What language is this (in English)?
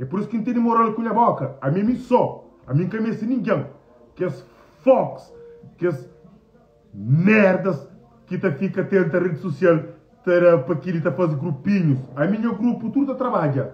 Kabuverdianu